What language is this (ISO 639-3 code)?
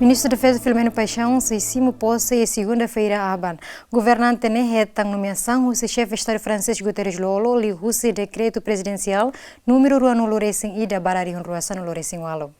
tet